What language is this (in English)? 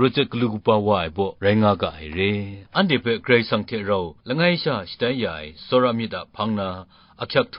Kachin